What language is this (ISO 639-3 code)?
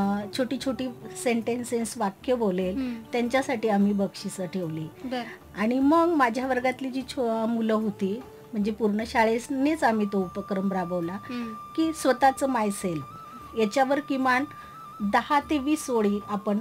mar